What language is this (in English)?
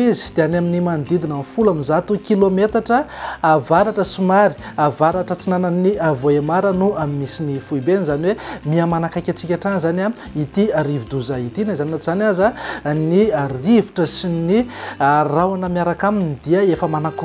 Malagasy